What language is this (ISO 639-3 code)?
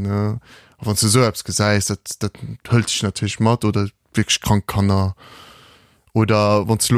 ltz